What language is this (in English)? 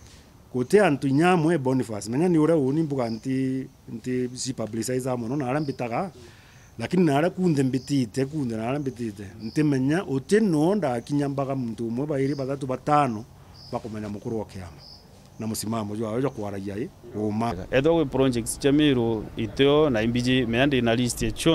Meru